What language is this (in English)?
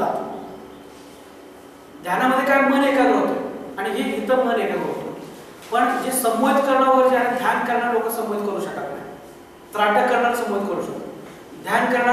Marathi